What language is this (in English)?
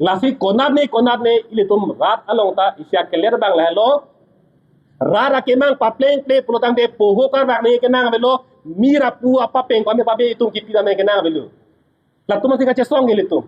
Karbi